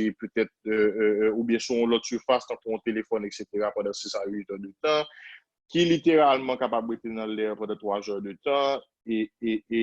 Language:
Haitian Creole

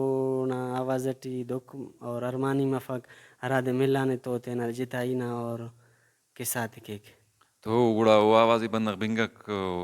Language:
Brahui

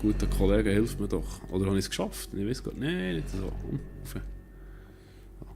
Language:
Swiss German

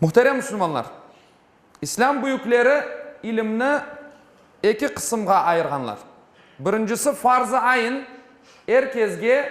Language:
Crimean Tatar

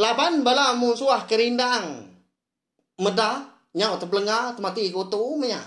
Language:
Iban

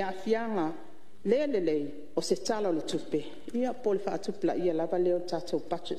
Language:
Samoan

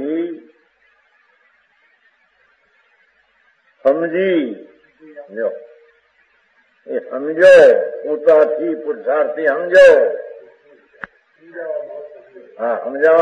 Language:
Gujarati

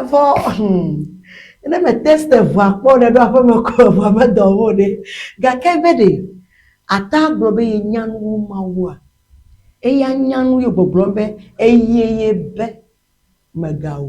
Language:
Ewe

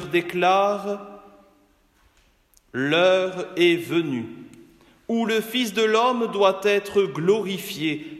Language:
French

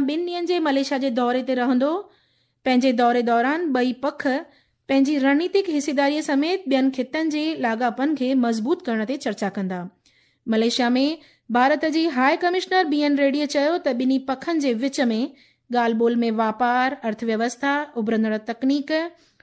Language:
Sindhi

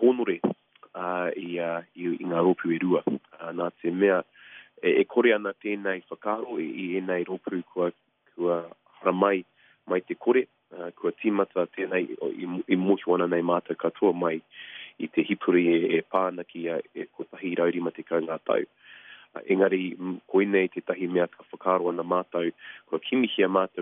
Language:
Māori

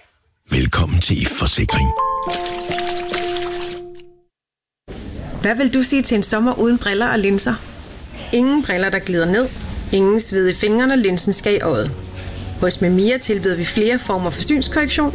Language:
Danish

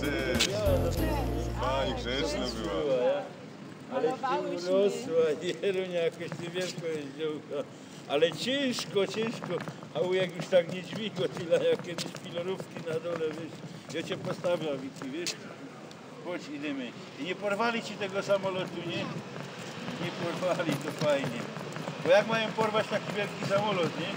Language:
Silesian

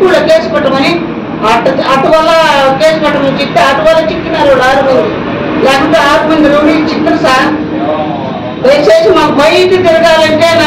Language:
Telugu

